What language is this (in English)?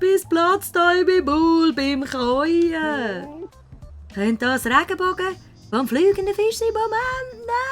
Swiss German